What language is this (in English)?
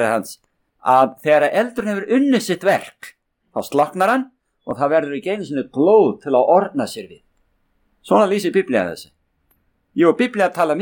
Icelandic